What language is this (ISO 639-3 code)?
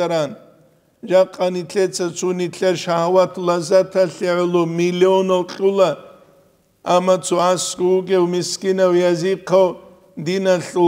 ava